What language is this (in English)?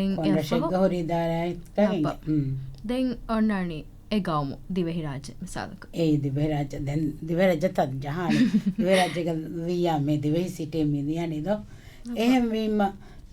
Divehi